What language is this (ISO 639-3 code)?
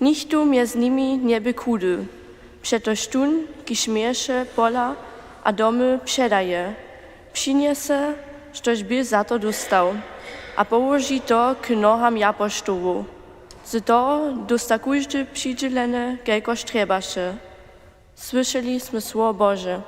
hsb